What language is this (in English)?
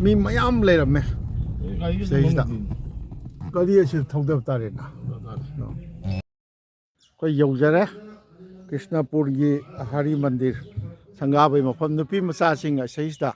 Manipuri